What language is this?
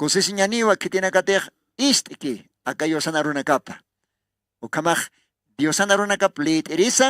Aymara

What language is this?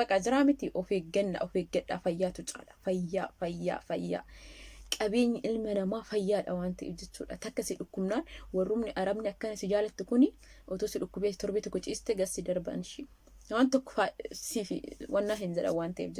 Oromo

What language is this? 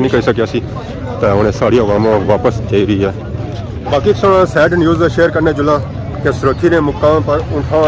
Pahari-Potwari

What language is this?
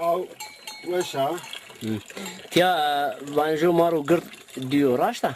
Zaza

